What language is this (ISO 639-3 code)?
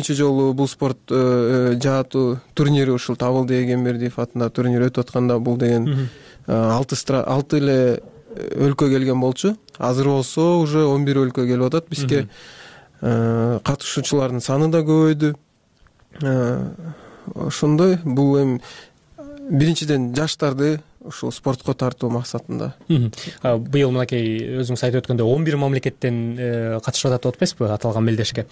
kir